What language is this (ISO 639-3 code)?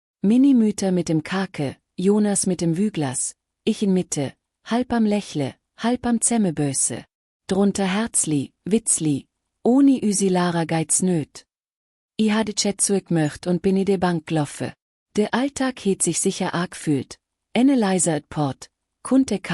gsw